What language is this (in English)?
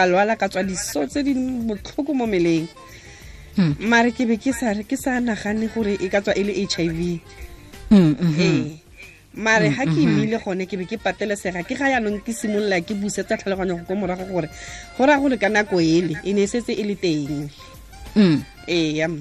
Tswana